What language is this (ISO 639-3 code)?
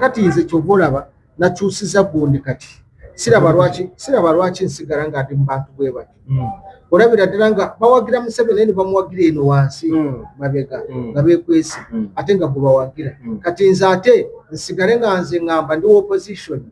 lug